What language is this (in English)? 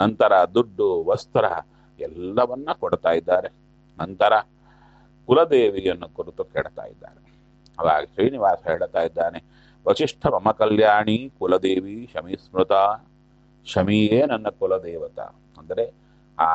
Kannada